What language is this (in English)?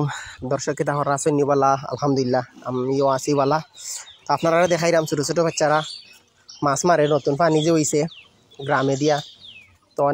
Sylheti